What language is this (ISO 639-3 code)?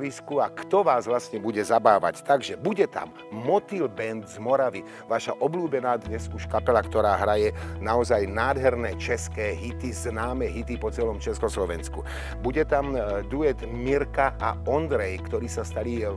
slk